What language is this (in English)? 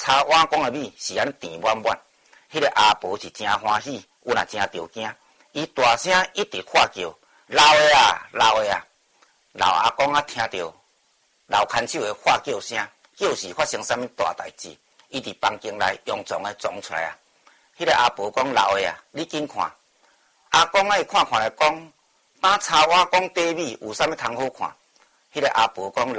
Min Nan Chinese